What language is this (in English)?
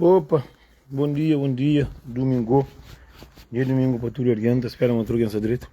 Kabuverdianu